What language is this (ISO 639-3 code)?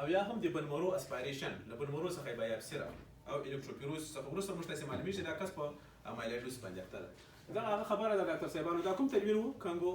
pus